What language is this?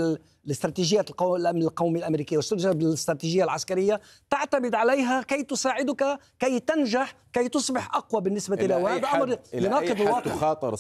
Arabic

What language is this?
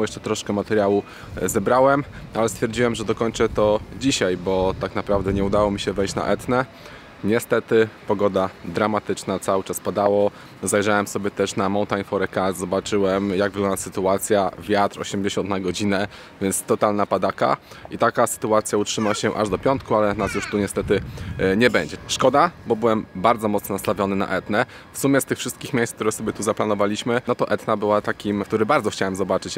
Polish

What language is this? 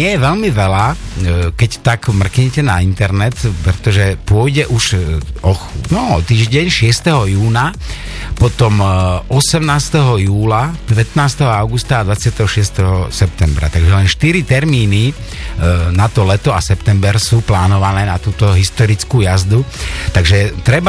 Slovak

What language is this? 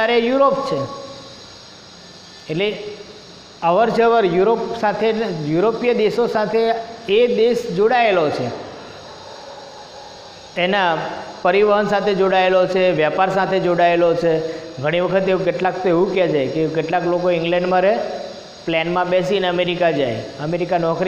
Gujarati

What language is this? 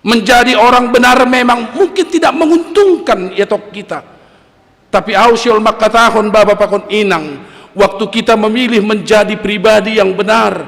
Batak Simalungun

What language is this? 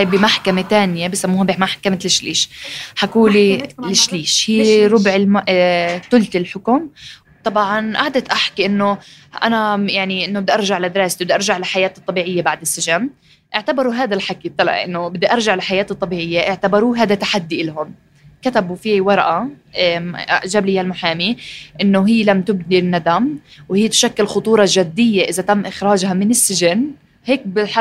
North Levantine Arabic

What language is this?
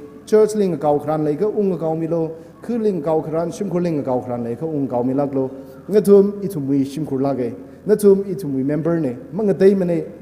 Tangkhul Naga (India)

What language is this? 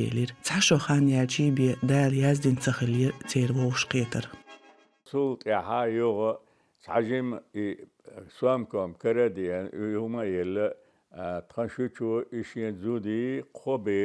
Chechen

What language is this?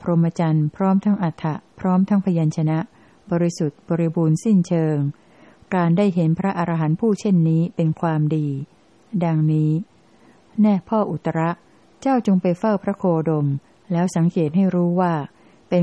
Thai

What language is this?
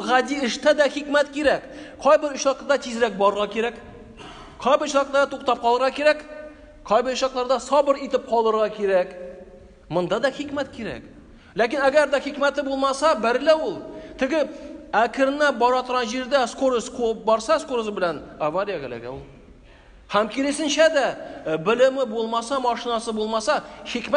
Tatar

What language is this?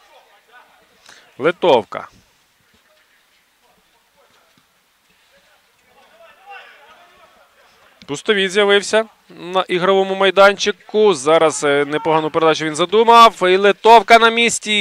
Ukrainian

